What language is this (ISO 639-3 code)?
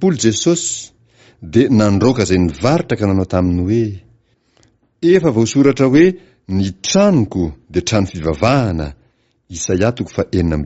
mlg